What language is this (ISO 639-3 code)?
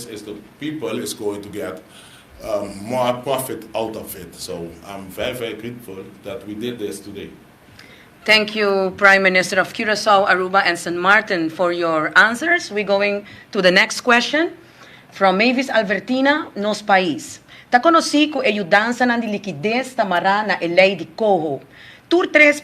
pap